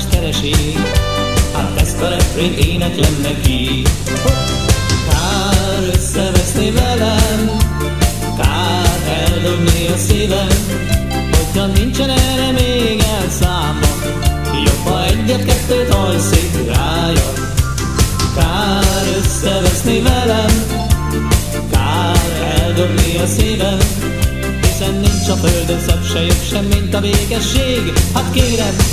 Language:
Hungarian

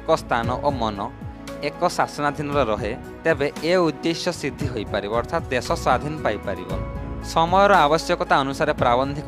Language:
Odia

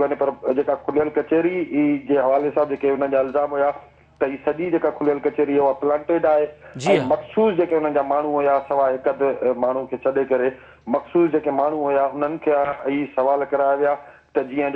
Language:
Sindhi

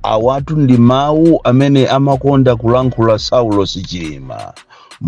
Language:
Nyanja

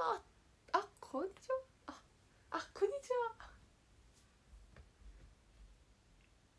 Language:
Japanese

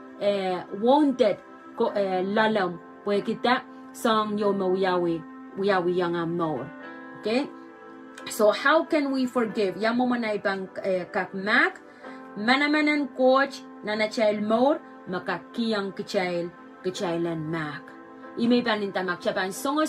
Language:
Pohnpeian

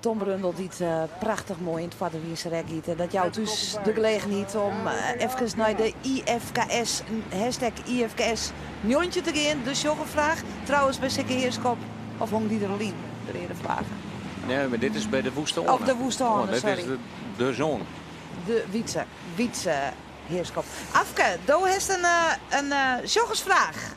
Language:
Western Frisian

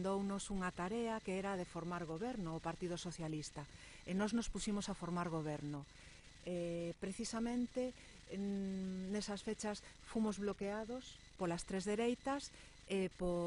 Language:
Galician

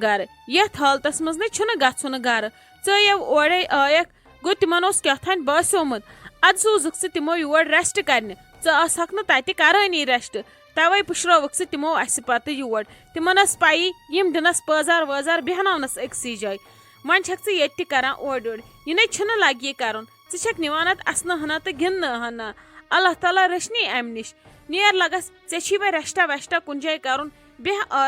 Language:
Kashmiri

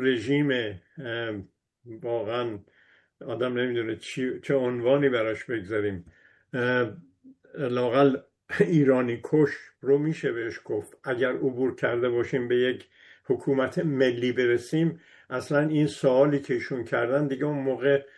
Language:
Persian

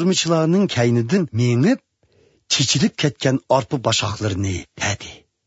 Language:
Uyghur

